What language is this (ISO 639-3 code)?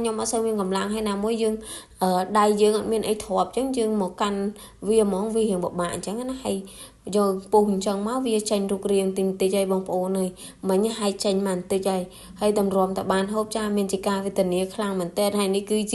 khm